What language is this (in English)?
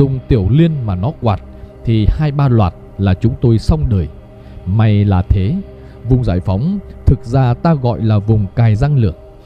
Vietnamese